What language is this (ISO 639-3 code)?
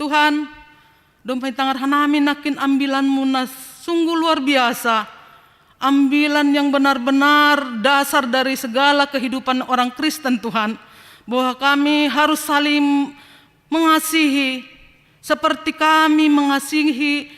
bts